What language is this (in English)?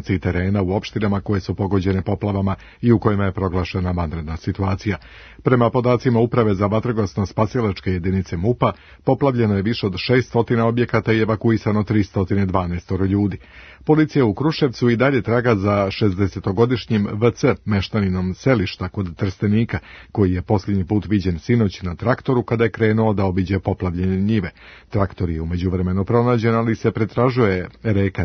Serbian